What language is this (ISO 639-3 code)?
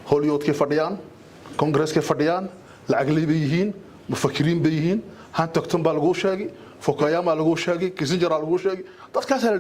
som